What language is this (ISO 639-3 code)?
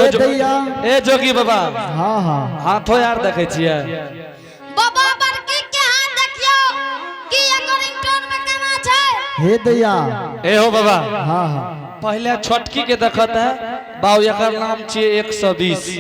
anp